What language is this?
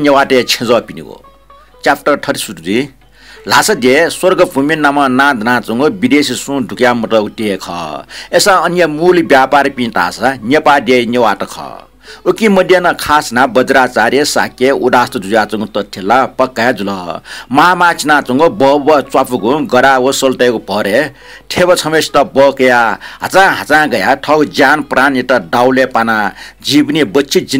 Newari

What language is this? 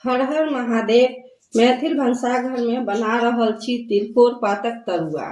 Maithili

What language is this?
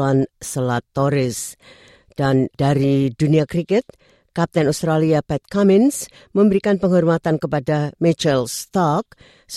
Indonesian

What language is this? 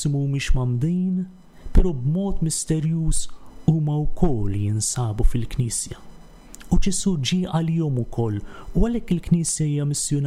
Maltese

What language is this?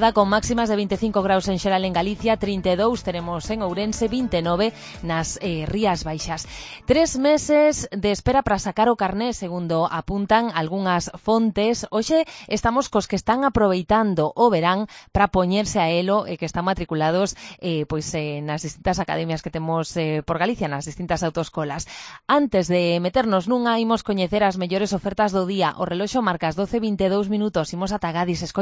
Galician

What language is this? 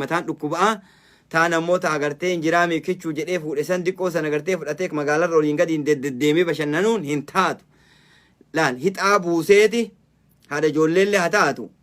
Oromo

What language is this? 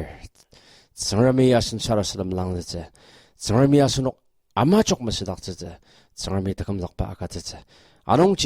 Ao Naga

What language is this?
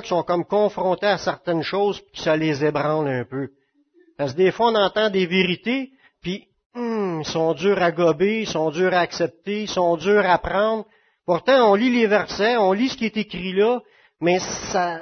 French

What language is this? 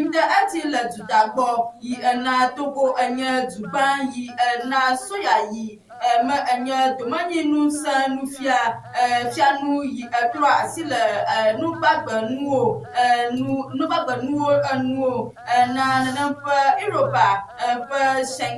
Ewe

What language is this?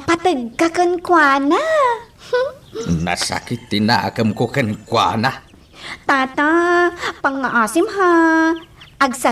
Iloko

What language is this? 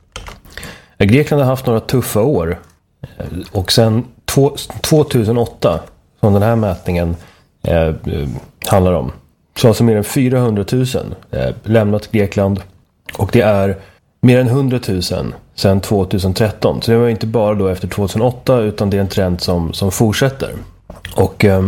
Swedish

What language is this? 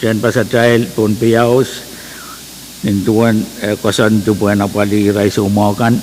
Pohnpeian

